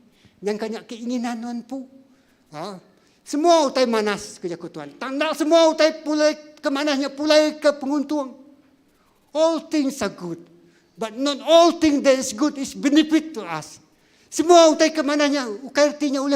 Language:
Iban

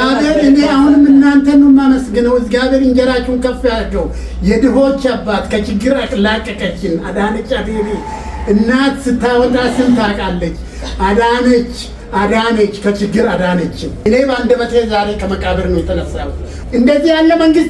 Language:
Amharic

